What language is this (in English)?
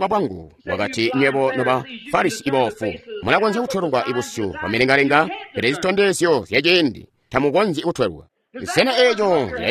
Tonga (Zambia)